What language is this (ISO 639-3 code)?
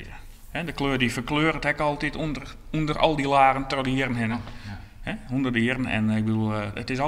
fry